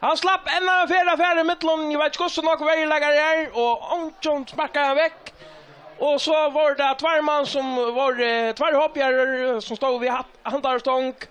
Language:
Faroese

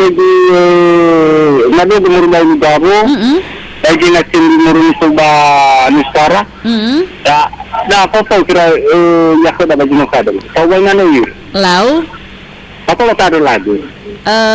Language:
Nias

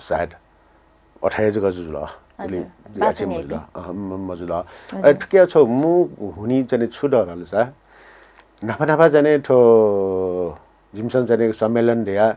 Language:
Newari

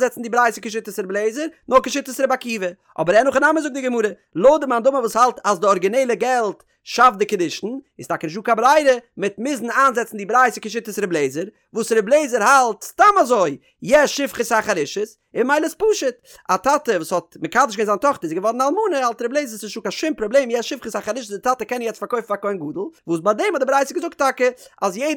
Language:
Yiddish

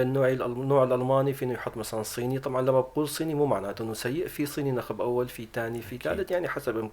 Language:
North Levantine Arabic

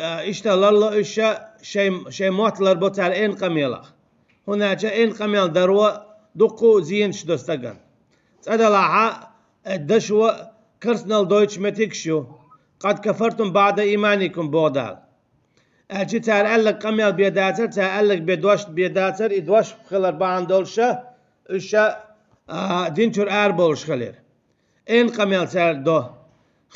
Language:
Chechen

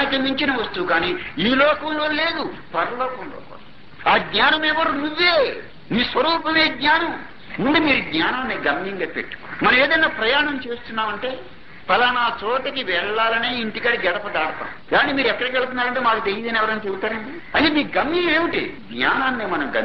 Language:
Telugu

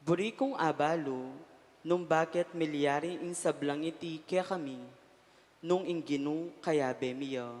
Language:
Pampanga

